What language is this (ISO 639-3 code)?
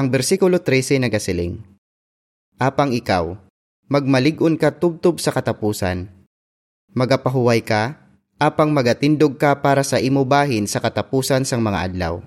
hil